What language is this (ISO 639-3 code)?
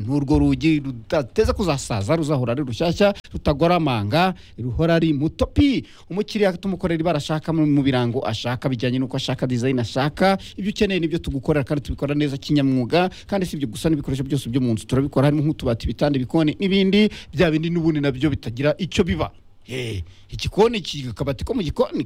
kin